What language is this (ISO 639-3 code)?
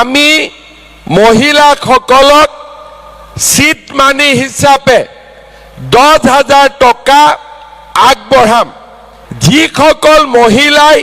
asm